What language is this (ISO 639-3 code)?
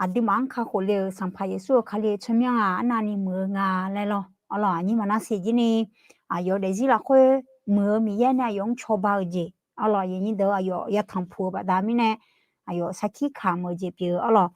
ahk